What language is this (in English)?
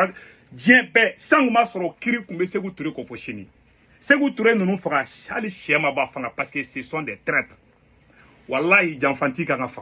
Bambara